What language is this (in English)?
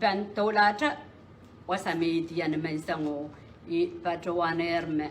Pohnpeian